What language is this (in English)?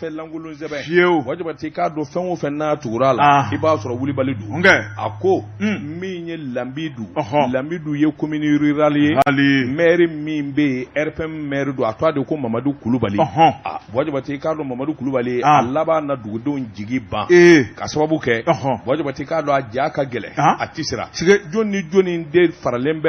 Bambara